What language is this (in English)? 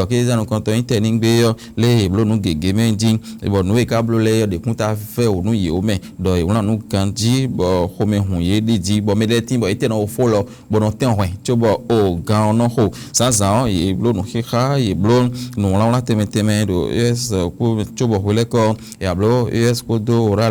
Fon